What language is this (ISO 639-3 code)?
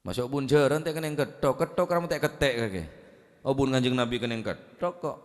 mad